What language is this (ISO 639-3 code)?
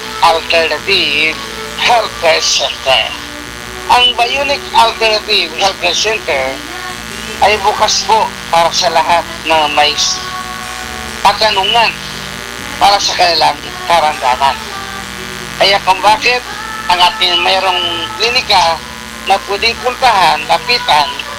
fil